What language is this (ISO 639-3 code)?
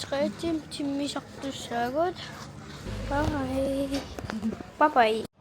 kal